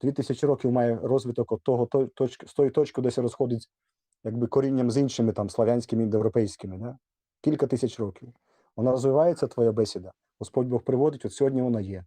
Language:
Rusyn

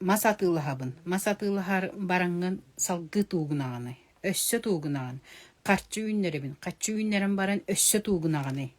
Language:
Yakut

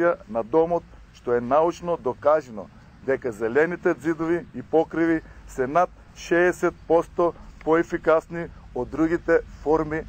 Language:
Macedonian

